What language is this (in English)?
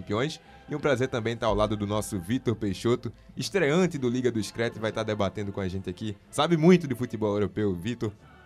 Portuguese